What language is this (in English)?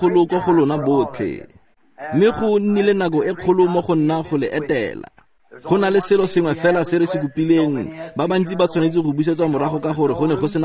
Tswana